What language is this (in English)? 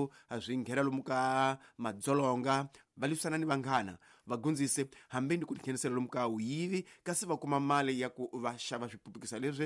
Tsonga